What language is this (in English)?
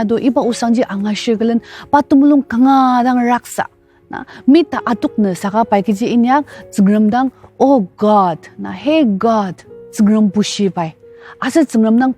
Ao Naga